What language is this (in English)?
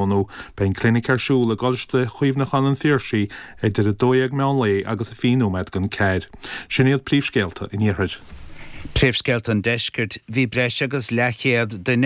Irish